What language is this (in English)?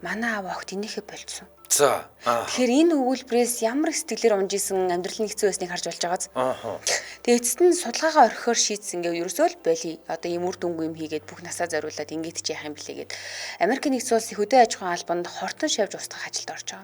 Mongolian